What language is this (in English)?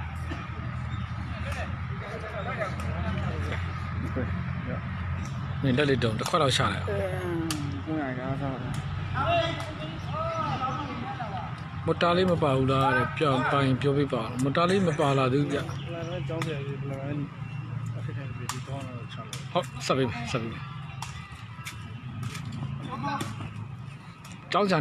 Burmese